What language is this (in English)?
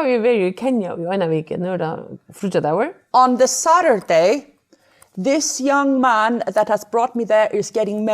Faroese